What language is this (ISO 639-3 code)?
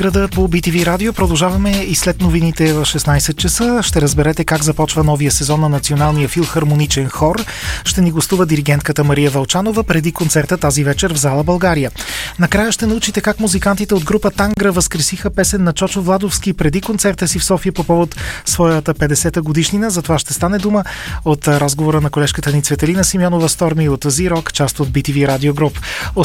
bul